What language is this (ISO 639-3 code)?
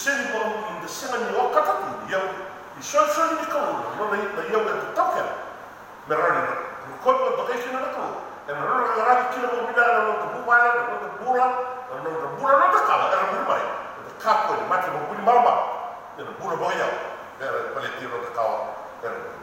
fij